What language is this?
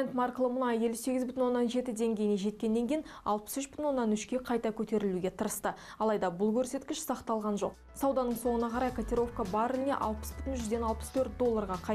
Kazakh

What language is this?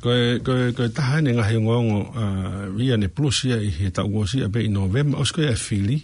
Tongan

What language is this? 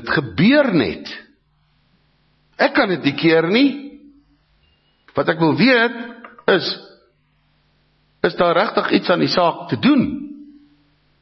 Afrikaans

